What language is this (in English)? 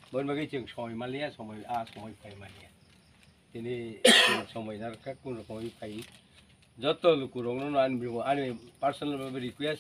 Kok Borok